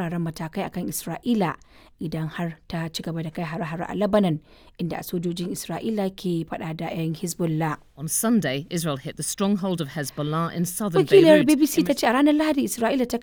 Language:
Hausa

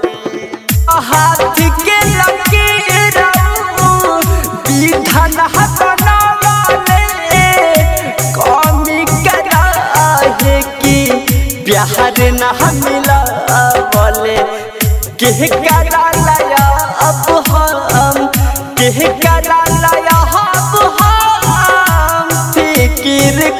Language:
Bhojpuri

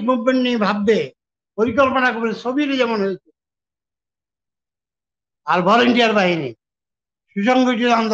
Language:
Bangla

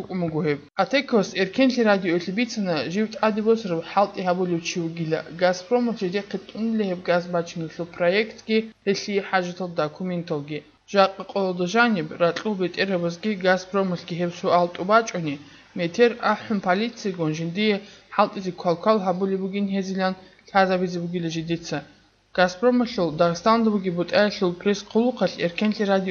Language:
Avaric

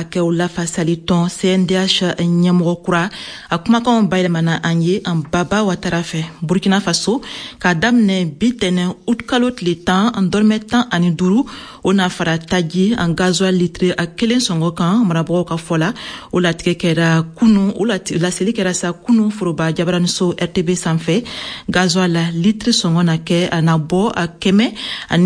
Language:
Bambara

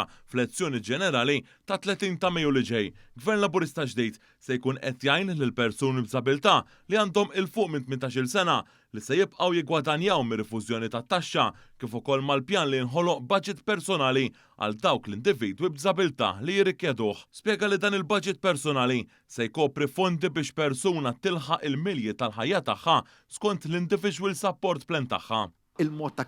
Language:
Maltese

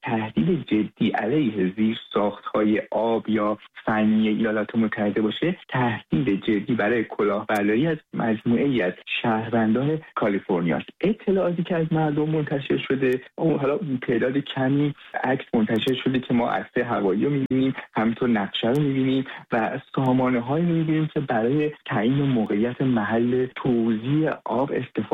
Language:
Persian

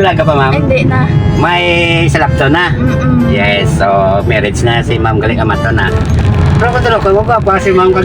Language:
Hiligaynon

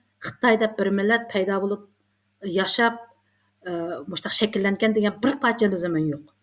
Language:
Uyghur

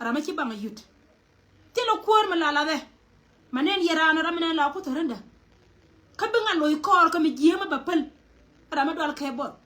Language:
Nuer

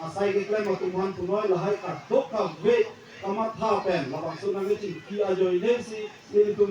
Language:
Karbi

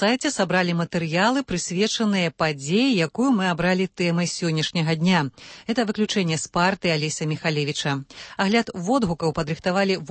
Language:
Belarusian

